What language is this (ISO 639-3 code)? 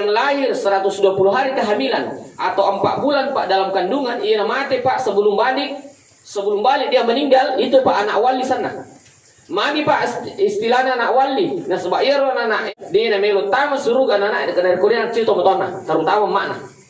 bug